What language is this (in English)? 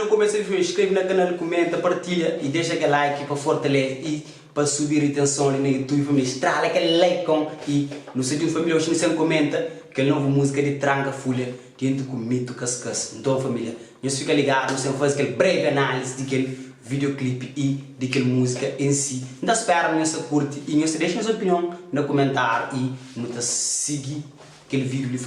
Kabuverdianu